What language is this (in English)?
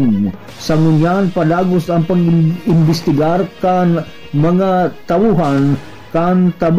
Bikol